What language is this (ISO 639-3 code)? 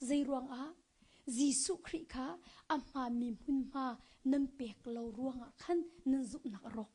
cnh